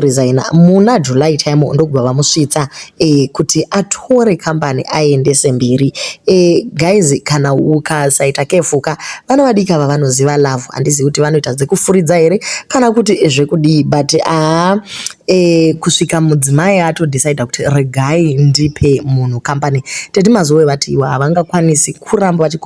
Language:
Shona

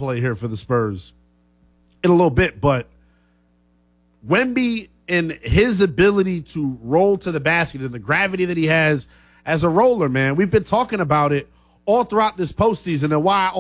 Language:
English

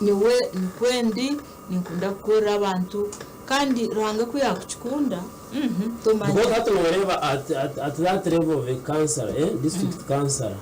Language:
Nyankole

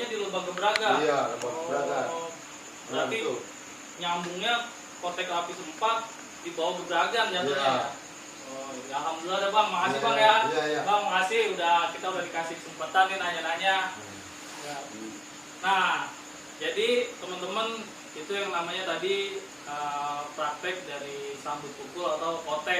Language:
Betawi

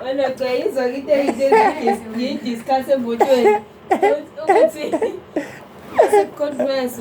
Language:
Zulu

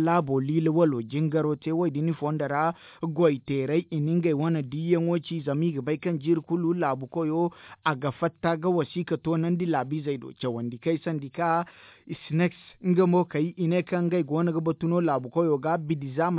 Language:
Zarma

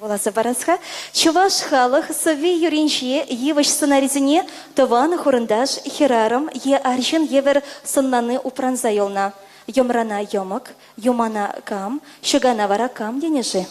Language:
Chuvash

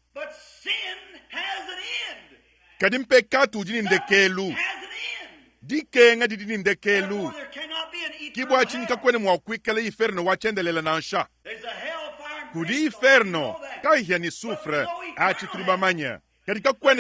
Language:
Luba-Lulua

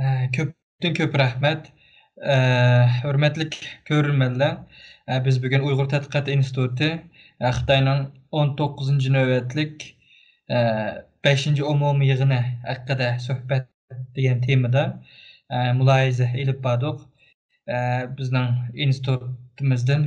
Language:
Uyghur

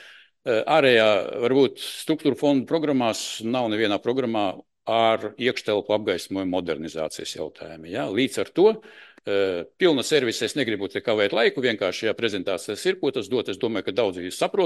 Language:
Latvian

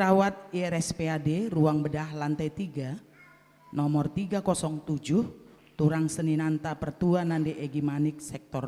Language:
Batak Karo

